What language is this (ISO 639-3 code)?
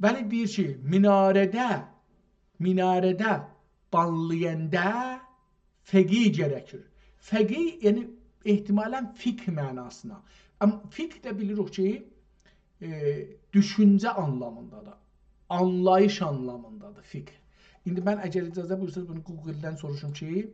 azb